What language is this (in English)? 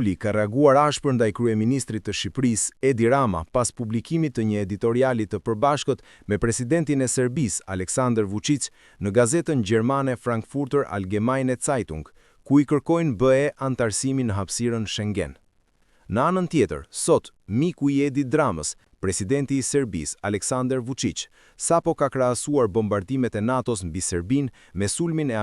Albanian